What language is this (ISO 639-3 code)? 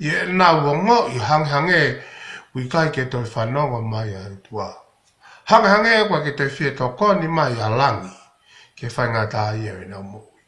ton